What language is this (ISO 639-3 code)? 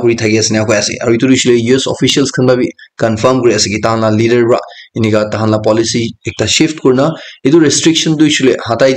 nag